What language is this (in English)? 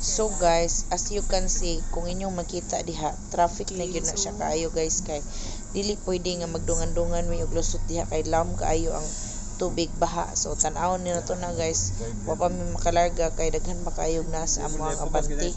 Cebuano